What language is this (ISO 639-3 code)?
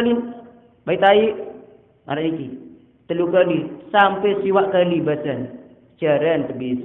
sas